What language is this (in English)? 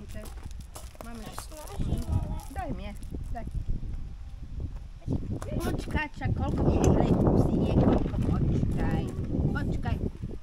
Slovak